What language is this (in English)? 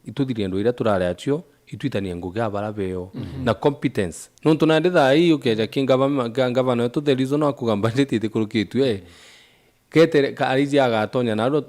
Meru